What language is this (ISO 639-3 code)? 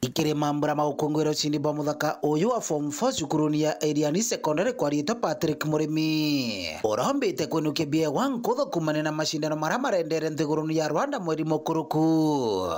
mer